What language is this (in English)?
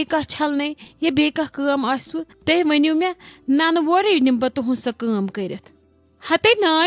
Kashmiri